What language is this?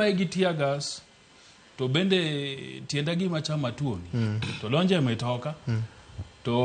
Luo (Kenya and Tanzania)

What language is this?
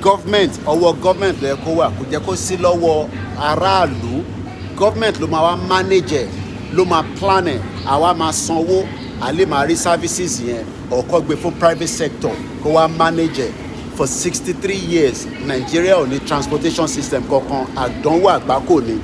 Yoruba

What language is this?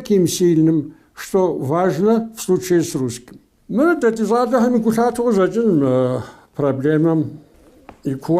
Kabardian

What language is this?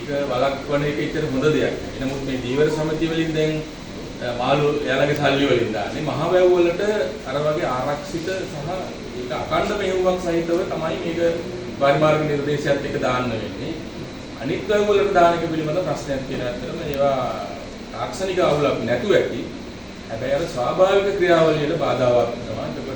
Sinhala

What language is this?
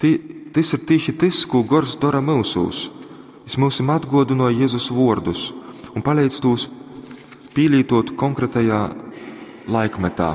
Latgalian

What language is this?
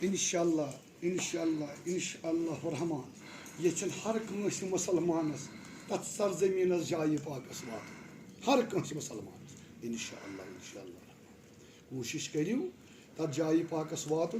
Kashmiri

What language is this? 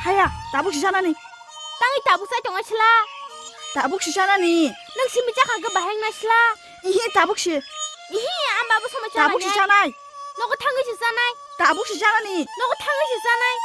Kok Borok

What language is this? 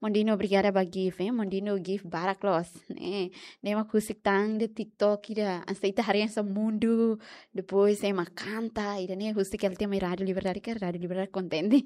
Tetum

